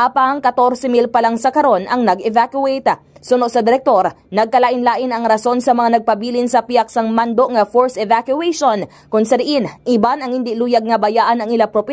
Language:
Hiligaynon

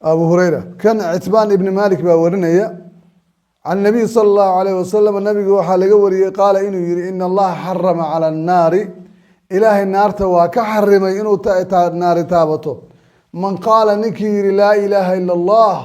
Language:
Somali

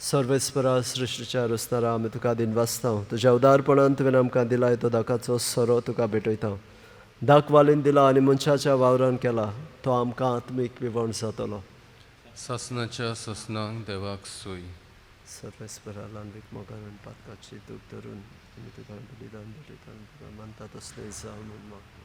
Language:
Konkani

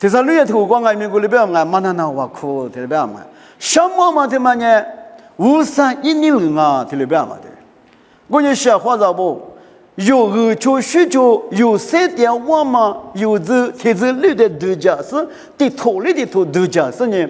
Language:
Lisu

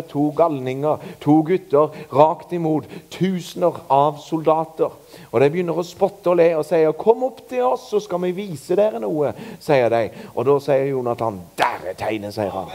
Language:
Norwegian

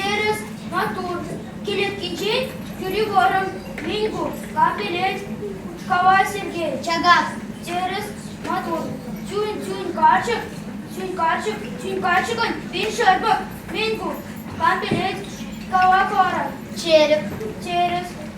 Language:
Chuvash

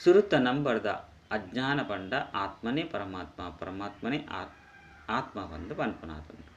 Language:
Tulu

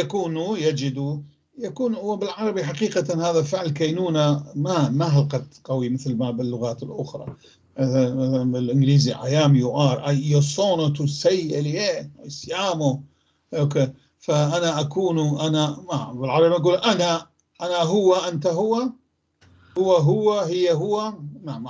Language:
North Levantine Arabic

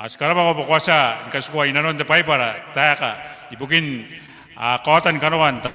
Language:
Gilbertese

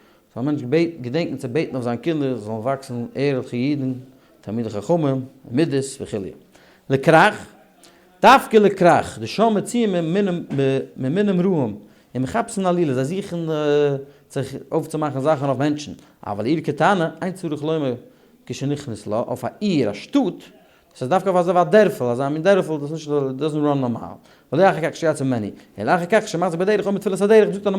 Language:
Yiddish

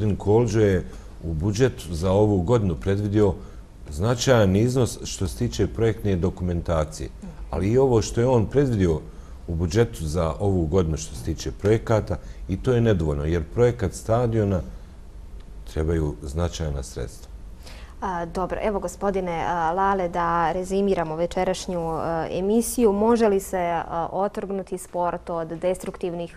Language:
Bosnian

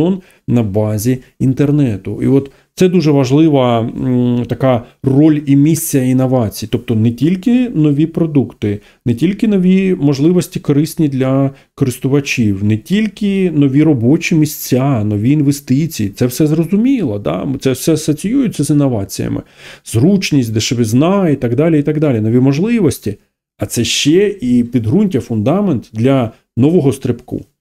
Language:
Ukrainian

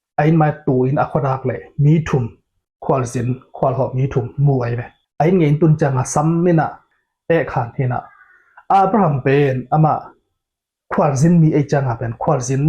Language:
Tedim Chin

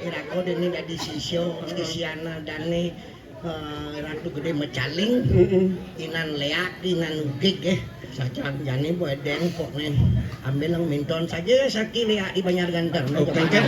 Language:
Balinese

